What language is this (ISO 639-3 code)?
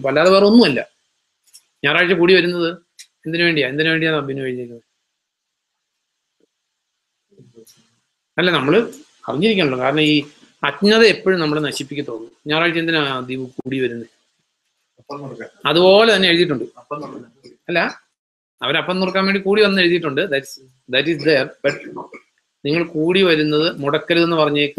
mal